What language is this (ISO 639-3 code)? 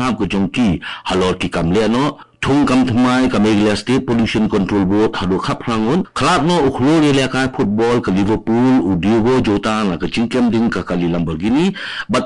kha